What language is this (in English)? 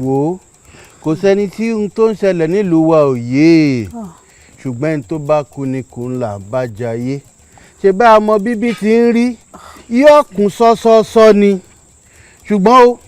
Yoruba